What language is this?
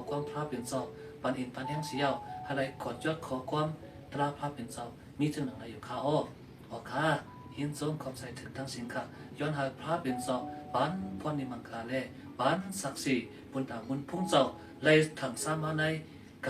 Shan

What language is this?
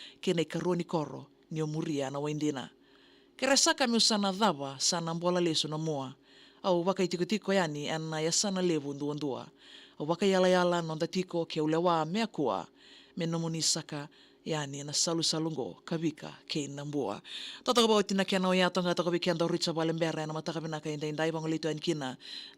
Fijian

